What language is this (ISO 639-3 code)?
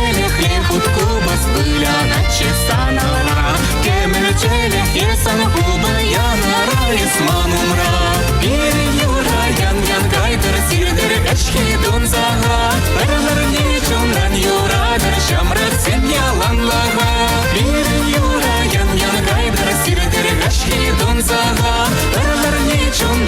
chv